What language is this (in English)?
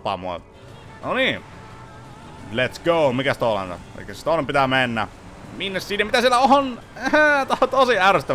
Finnish